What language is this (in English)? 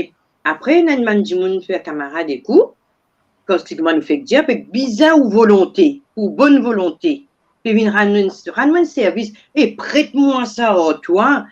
Morisyen